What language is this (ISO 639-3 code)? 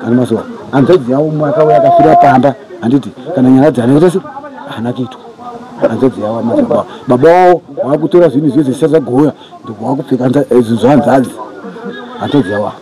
sna